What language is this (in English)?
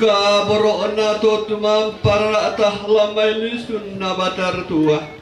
Toraja-Sa'dan